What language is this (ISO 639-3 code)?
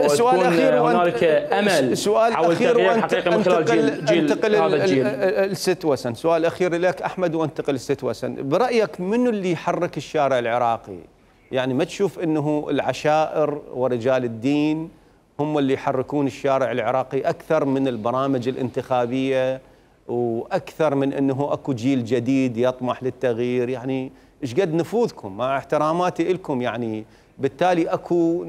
acm